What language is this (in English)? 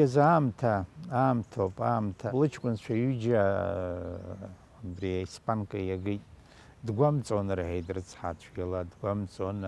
Abkhazian